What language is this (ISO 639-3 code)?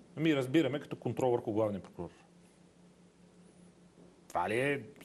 bul